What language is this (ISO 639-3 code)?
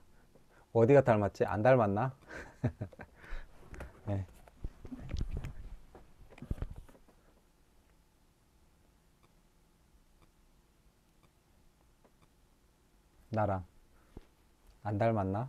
kor